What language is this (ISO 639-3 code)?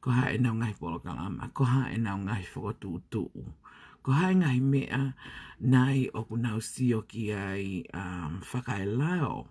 ton